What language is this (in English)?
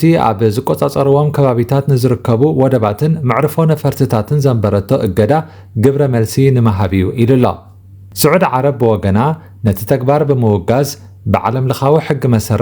Tigrinya